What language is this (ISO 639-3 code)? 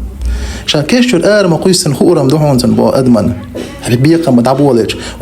che